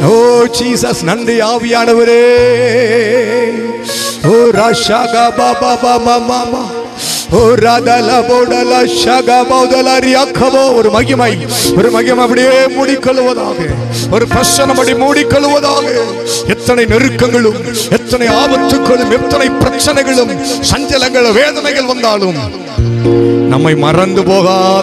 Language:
Tamil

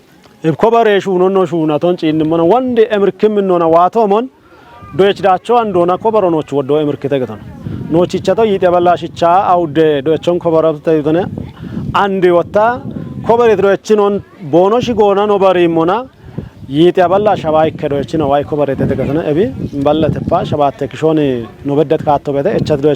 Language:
Kafa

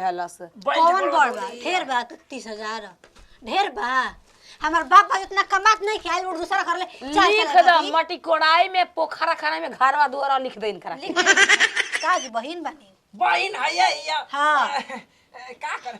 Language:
Bhojpuri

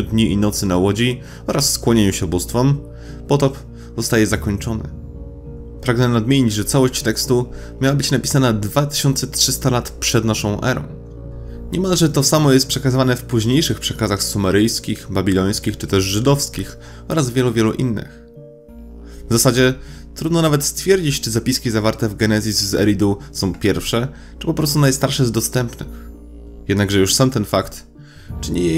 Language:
Polish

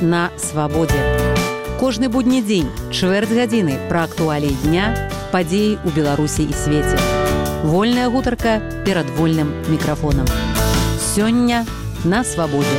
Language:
Belarusian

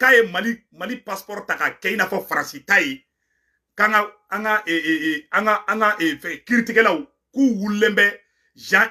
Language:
Bambara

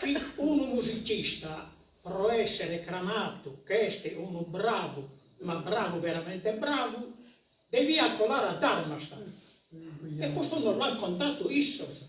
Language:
Sardinian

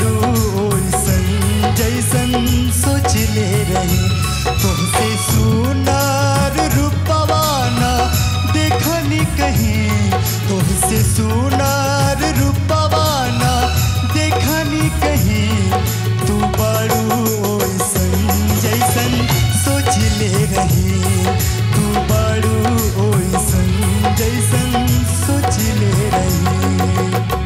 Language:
Bhojpuri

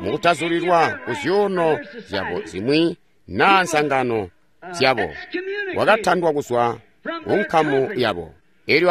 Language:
Tonga (Zambia)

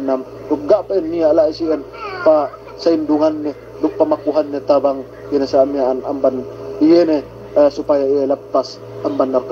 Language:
Yakan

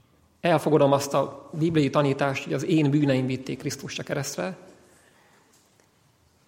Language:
Hungarian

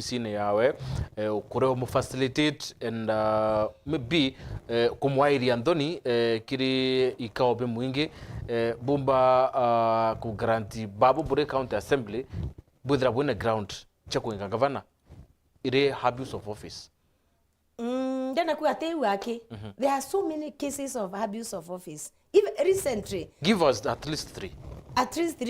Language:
Meru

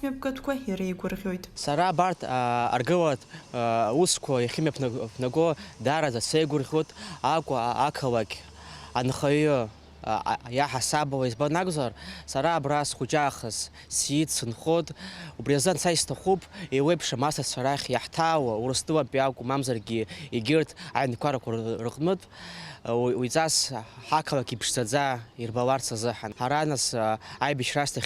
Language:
Abkhazian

